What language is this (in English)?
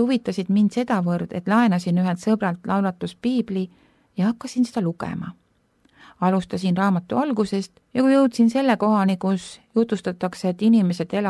Estonian